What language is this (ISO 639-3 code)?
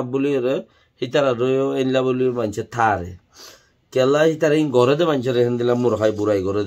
rhg